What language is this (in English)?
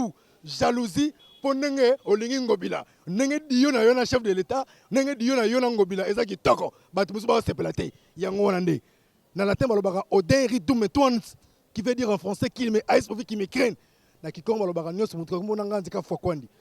Lingala